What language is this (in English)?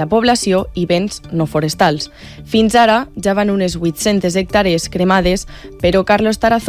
Catalan